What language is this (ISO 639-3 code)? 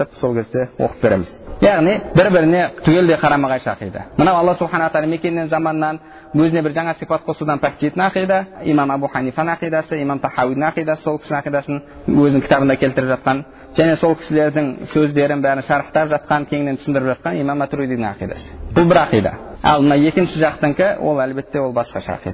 kaz